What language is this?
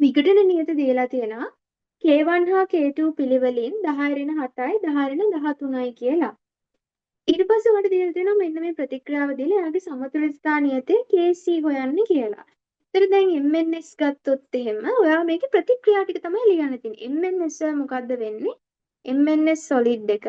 Sinhala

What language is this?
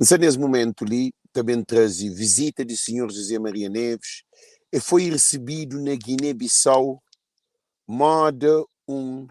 Kabuverdianu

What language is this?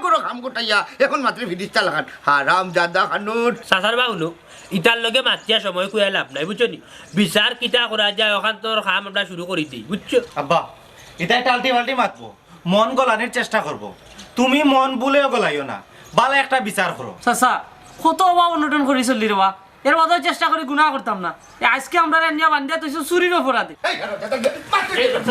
Sylheti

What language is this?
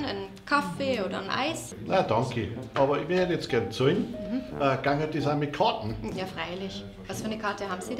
Bavarian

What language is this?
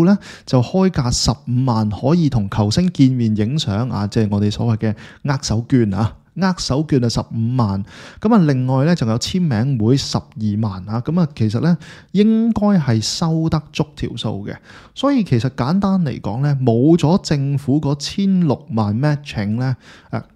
Cantonese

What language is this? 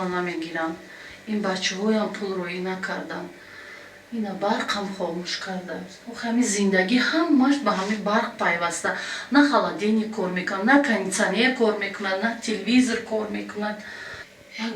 Tajik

